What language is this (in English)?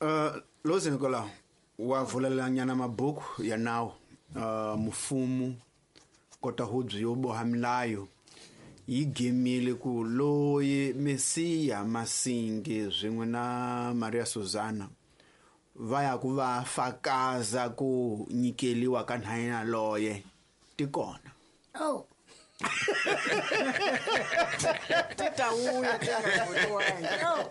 Tsonga